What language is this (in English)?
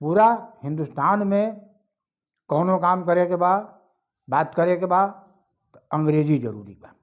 Bhojpuri